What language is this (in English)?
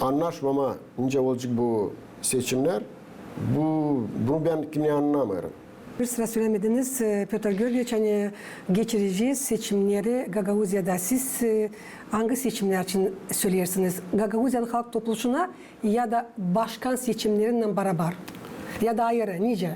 Gagauz